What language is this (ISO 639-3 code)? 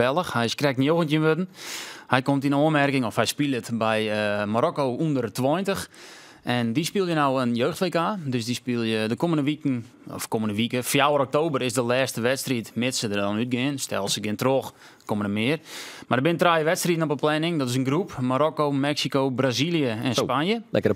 fry